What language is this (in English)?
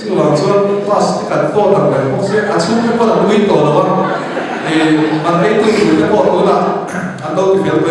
Mizo